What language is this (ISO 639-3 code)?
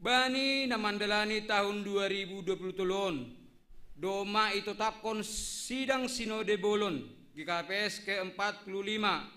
bts